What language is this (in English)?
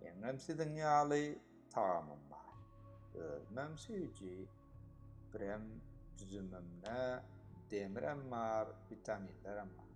Turkmen